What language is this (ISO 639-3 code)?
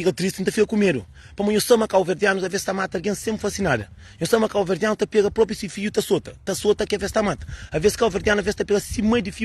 kea